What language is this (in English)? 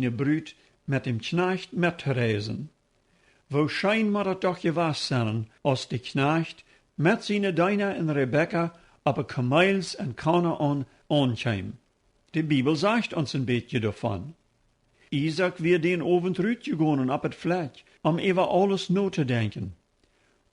Plautdietsch